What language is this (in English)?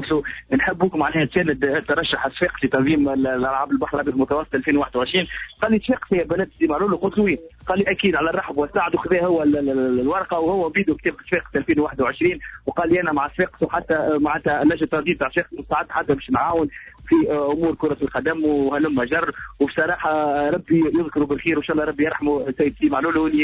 Tunisian Arabic